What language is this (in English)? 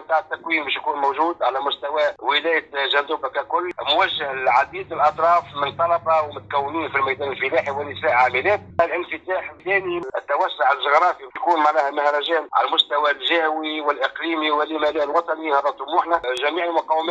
Tunisian Arabic